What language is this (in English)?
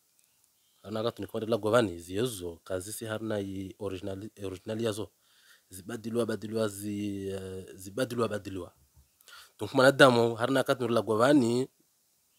Swahili